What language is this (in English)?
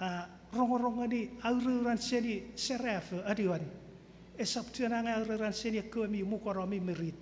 Chuukese